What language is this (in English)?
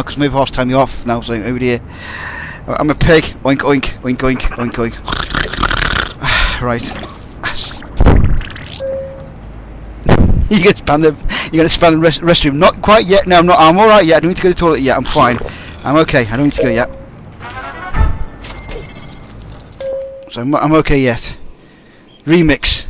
English